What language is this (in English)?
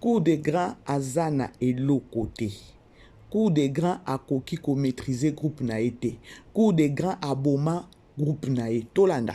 Lingala